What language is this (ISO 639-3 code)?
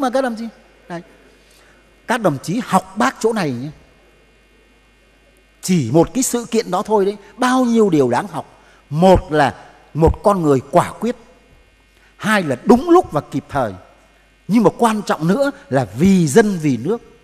vie